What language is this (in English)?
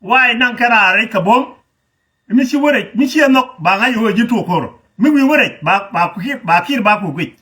Nuer